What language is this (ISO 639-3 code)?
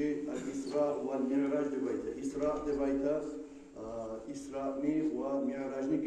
kum